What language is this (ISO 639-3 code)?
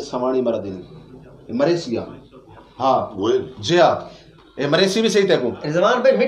skr